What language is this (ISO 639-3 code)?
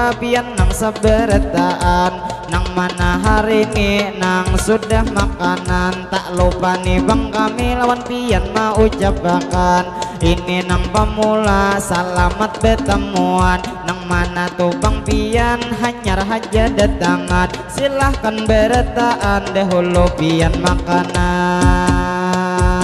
bjn